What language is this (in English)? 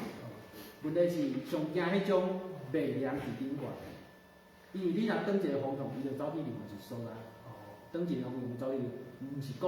Min Nan Chinese